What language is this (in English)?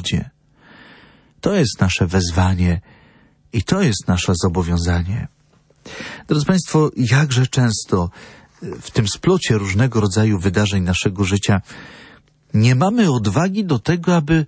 Polish